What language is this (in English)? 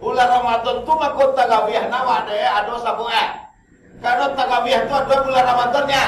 Minangkabau